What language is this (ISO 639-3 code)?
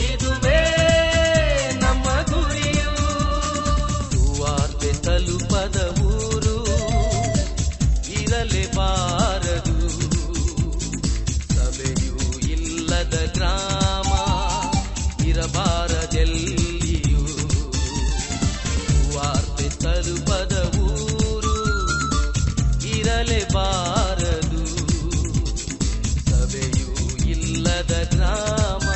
kan